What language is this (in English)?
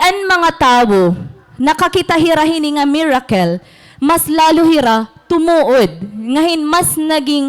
Waray